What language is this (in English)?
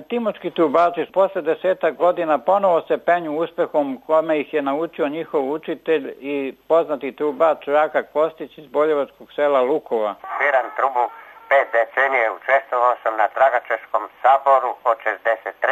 Serbian